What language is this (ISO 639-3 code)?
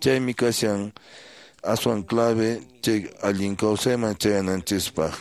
que